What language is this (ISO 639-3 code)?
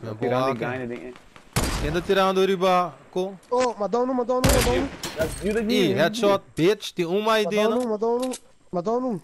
pap